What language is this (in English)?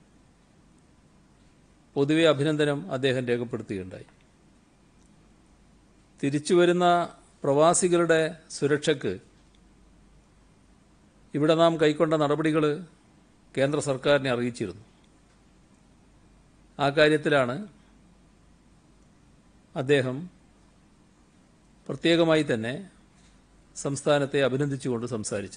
Malayalam